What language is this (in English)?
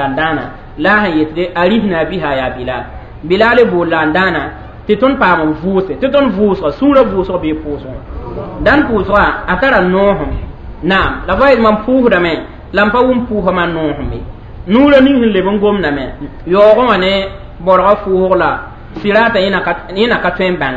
Mossi